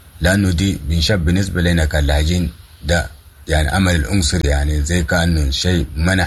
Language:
Sudanese Arabic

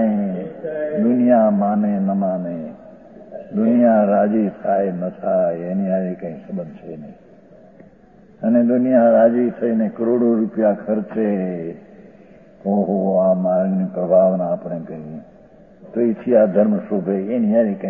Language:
Gujarati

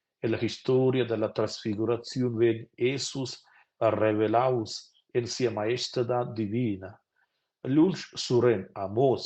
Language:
Romansh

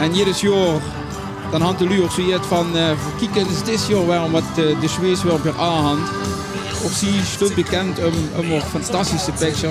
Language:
Limburgish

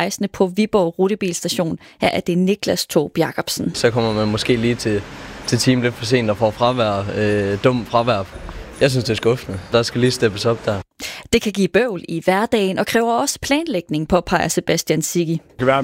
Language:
Danish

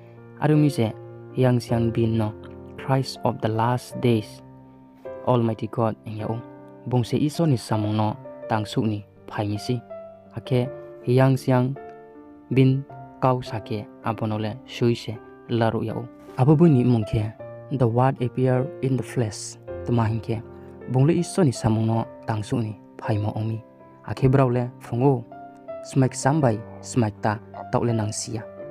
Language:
Riang (India)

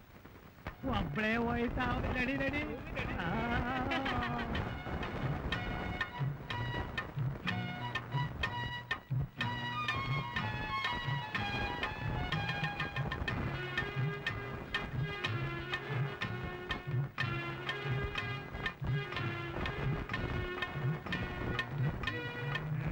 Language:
Kannada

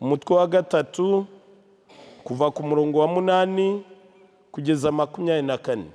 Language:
Kinyarwanda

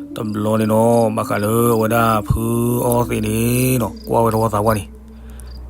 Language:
S'gaw Karen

